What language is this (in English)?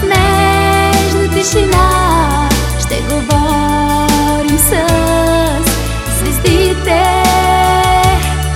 Bulgarian